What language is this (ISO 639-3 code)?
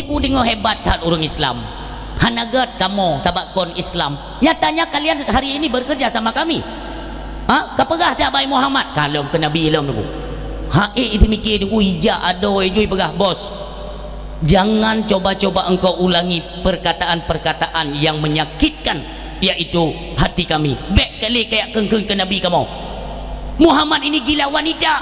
ace